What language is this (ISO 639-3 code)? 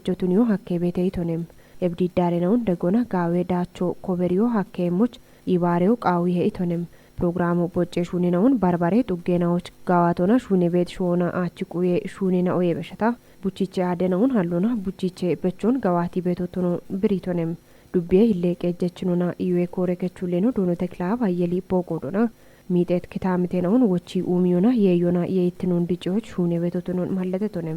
kbr